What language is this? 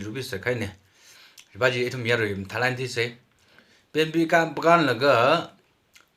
Tangkhul Naga (India)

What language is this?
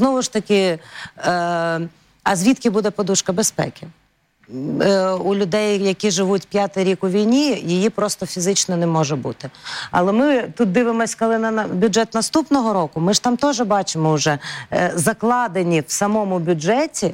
Ukrainian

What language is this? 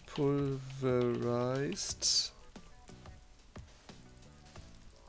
German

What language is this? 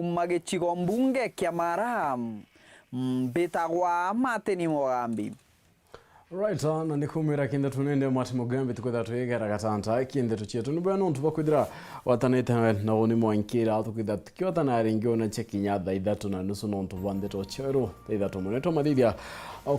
Meru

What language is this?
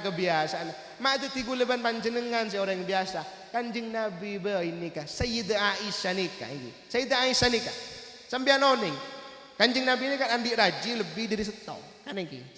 Madurese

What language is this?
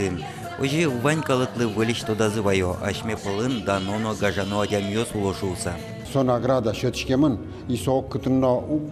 Udmurt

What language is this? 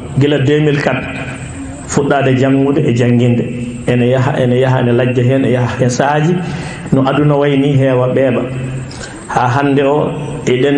Fula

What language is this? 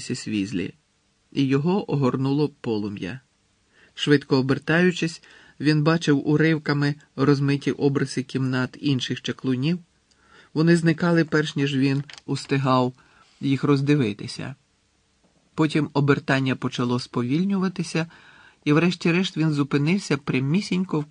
Ukrainian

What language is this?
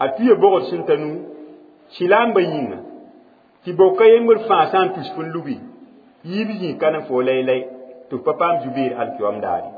Mossi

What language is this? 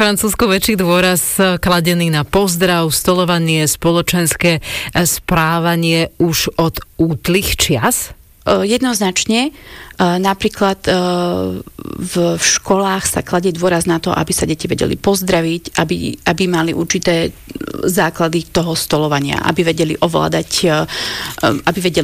Slovak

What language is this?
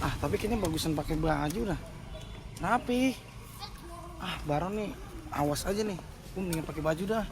Betawi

